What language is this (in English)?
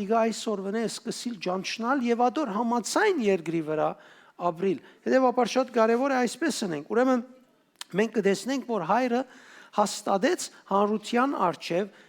Western Armenian